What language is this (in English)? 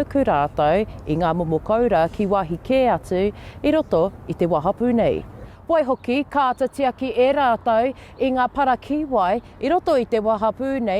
Māori